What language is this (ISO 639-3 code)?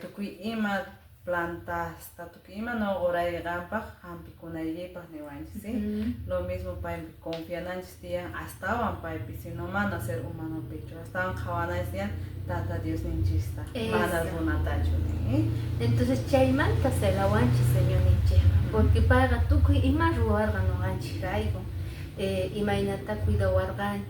que